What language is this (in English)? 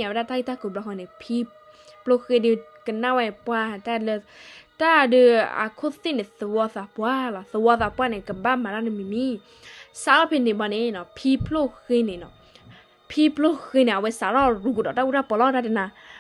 S'gaw Karen